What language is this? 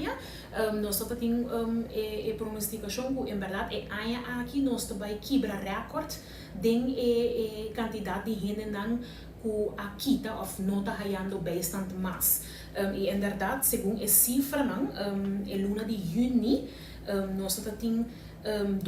Papiamento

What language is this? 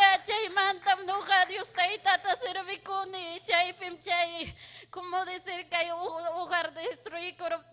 Ayacucho Quechua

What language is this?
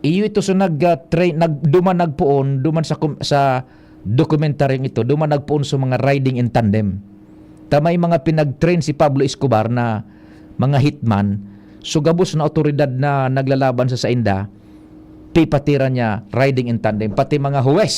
Bikol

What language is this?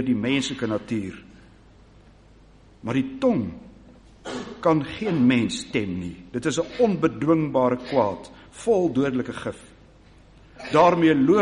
Afrikaans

